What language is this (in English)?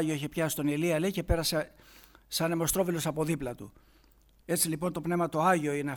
Greek